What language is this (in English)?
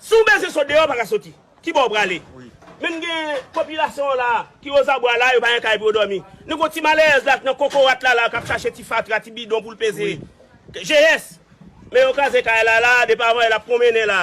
Haitian Creole